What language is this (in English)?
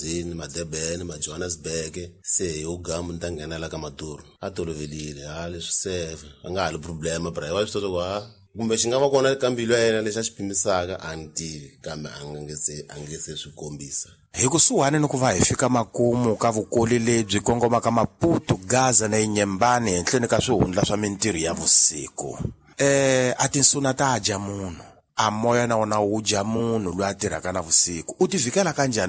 Tsonga